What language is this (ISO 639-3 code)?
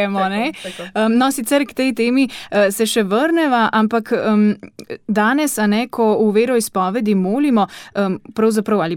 slv